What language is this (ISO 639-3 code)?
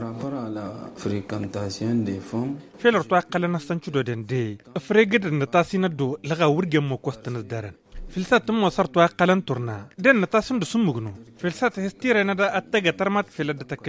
taq